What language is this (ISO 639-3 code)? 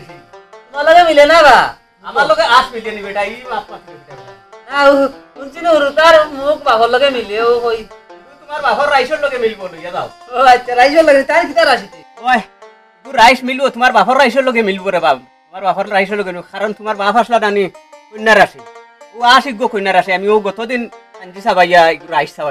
syl